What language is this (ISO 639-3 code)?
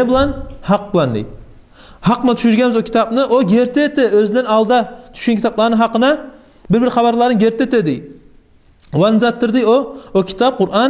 kum